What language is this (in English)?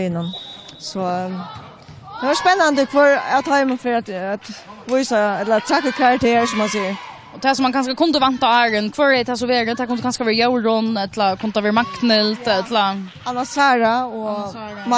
Faroese